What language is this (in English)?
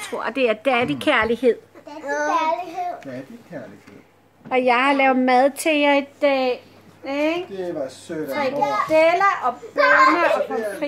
Danish